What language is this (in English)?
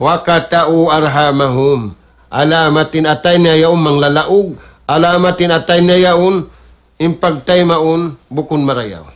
Tausug